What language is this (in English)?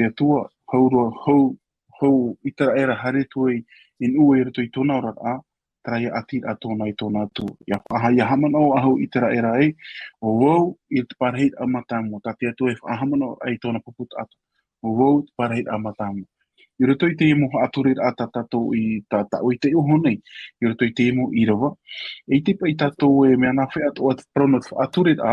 Tahitian